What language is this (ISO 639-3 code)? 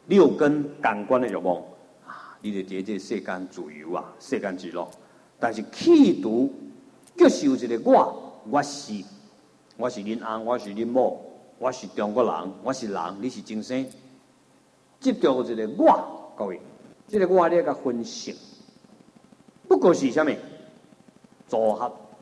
zho